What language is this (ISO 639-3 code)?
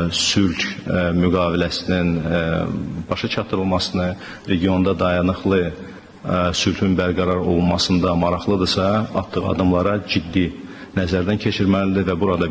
aze